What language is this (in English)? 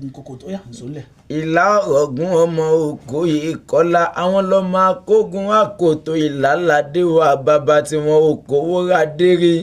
Yoruba